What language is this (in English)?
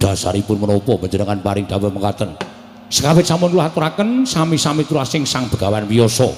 Javanese